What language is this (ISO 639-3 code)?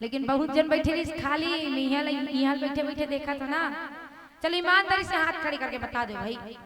hne